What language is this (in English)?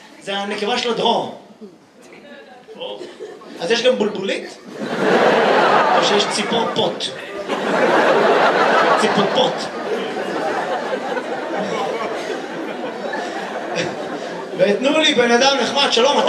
Hebrew